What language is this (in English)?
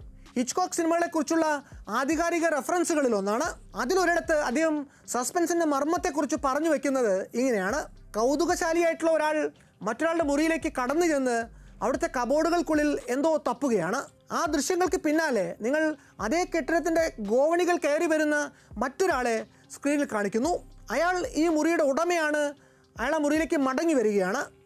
Malayalam